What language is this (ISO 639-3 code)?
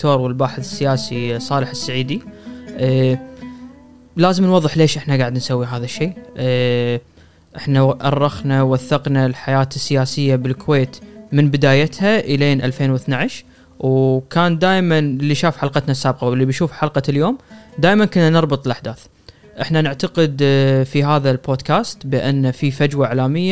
afb